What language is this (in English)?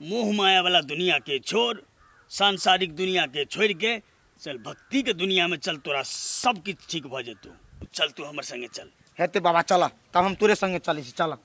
Maithili